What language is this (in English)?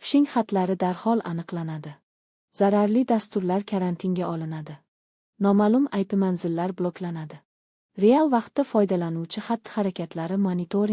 Uzbek